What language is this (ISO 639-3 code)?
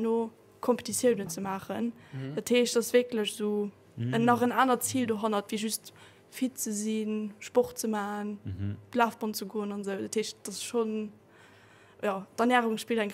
ltz